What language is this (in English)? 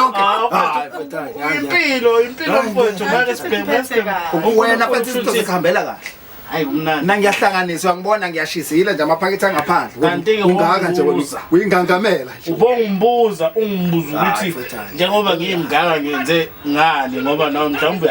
Zulu